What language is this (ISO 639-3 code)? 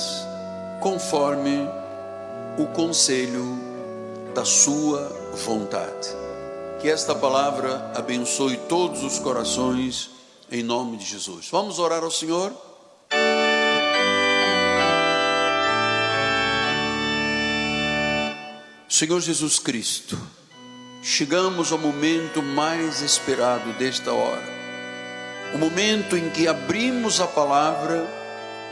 por